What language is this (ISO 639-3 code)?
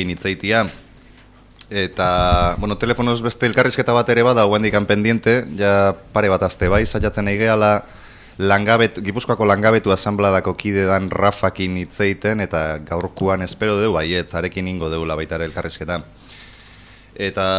eus